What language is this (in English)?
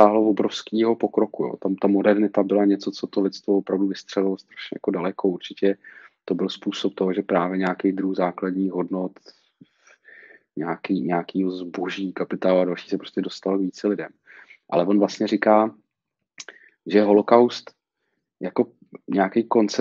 Czech